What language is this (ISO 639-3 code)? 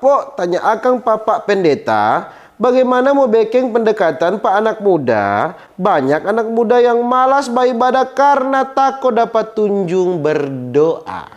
xmm